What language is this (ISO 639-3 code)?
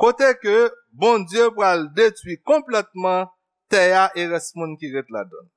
hat